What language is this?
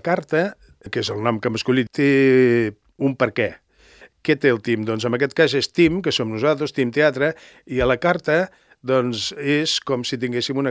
Catalan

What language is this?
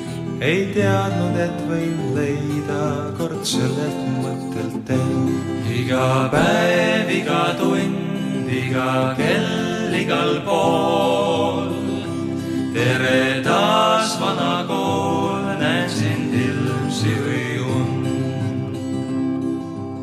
Estonian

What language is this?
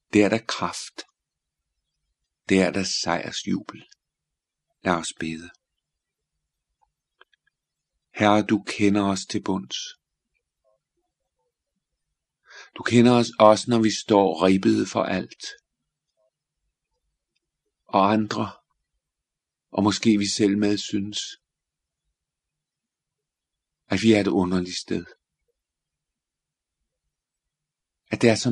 Danish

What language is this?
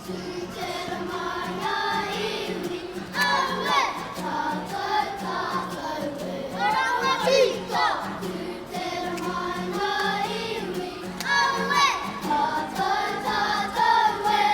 Māori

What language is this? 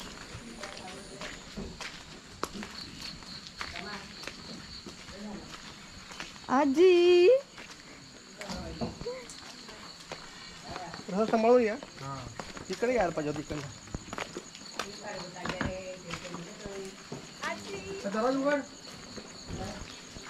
Marathi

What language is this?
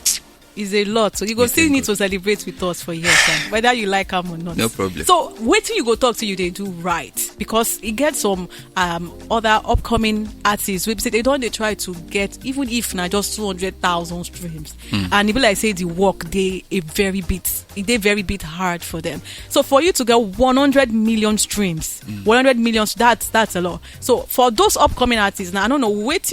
Nigerian Pidgin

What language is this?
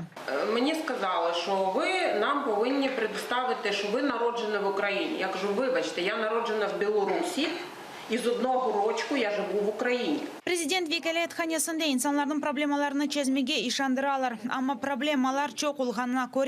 Crimean Tatar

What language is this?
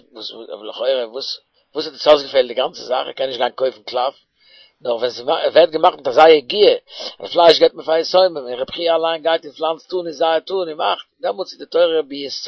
Yiddish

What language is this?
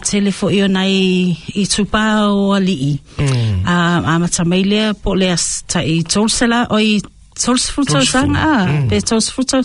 Samoan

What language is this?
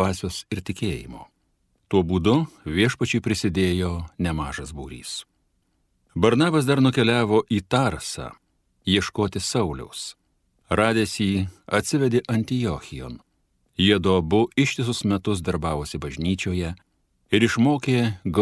Lithuanian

